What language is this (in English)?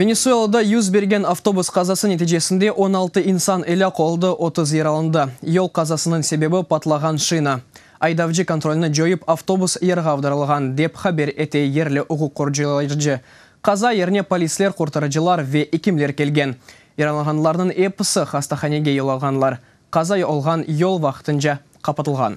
Crimean Tatar